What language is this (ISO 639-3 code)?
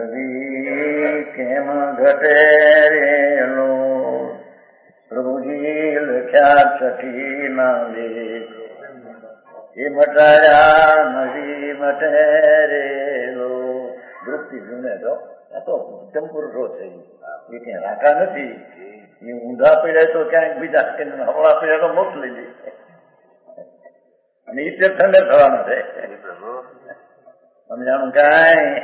guj